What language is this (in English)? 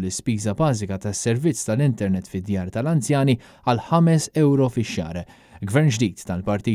Maltese